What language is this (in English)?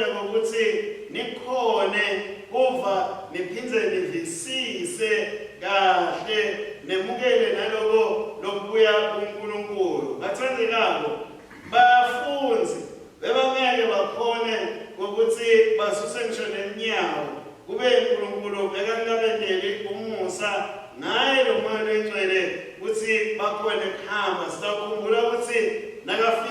Swati